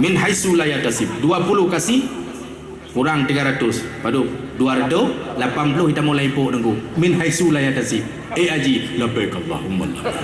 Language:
Achinese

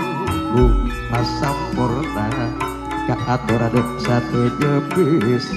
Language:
Madurese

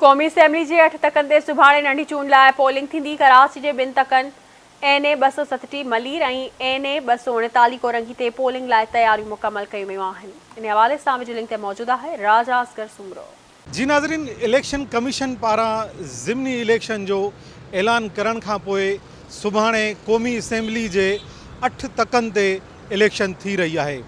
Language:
Sindhi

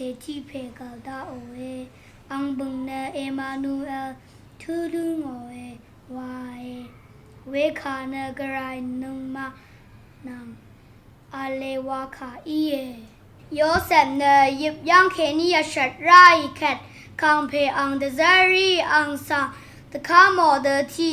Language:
Rawang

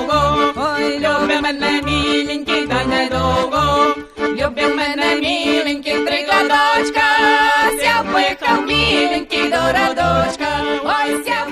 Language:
Belarusian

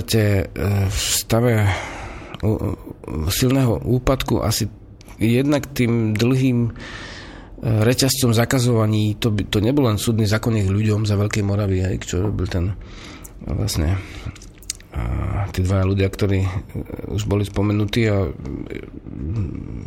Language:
Slovak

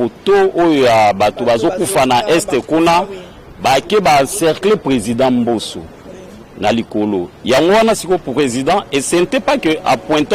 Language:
Lingala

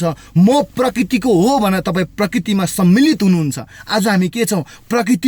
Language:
Nepali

